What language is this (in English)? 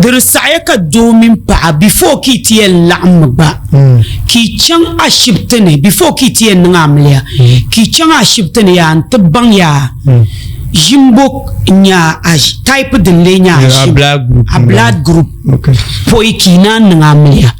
Dagbani